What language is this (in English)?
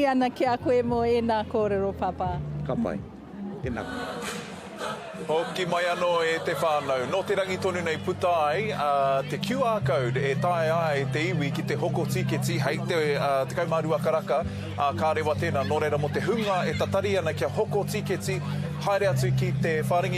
Māori